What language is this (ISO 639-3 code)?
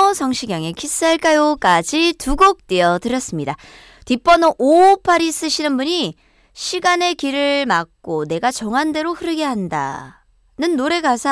kor